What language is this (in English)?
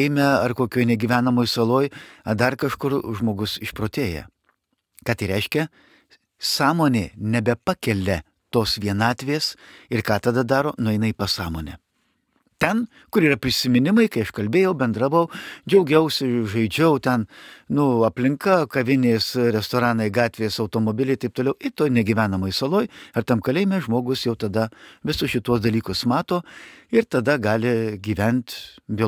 Lithuanian